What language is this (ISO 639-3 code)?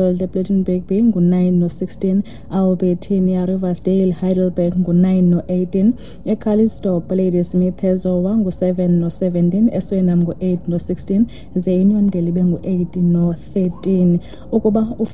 xho